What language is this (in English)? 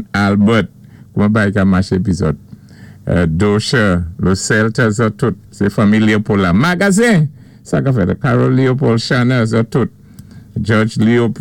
Saint Lucian Creole French